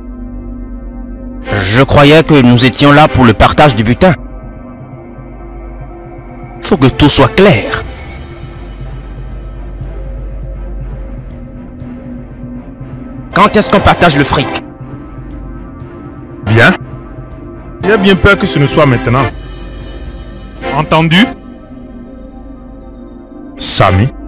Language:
French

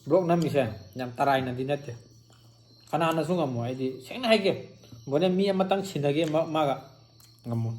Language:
Manipuri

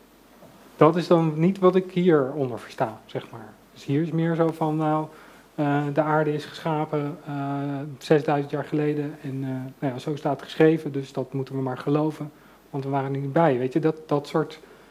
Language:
Dutch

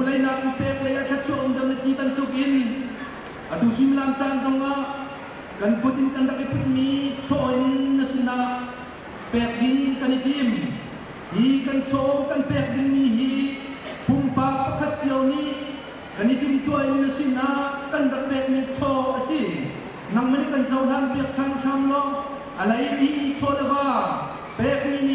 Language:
Hakha Chin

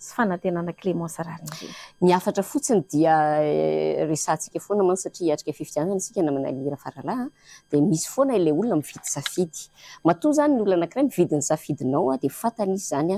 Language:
Malagasy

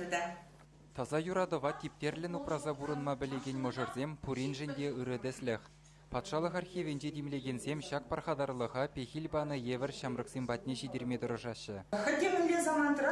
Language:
Chuvash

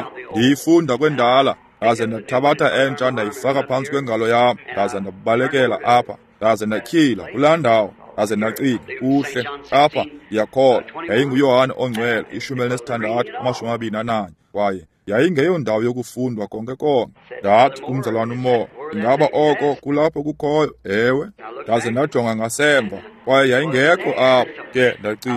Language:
Xhosa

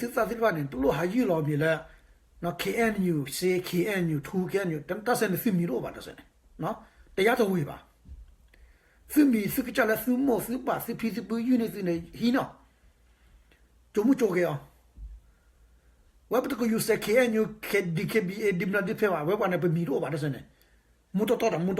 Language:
S'gaw Karen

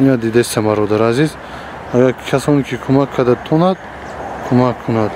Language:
Tajik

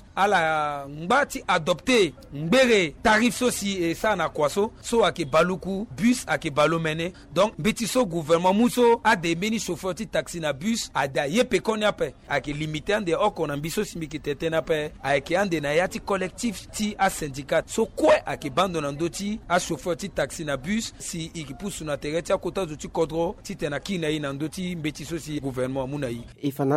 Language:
Sango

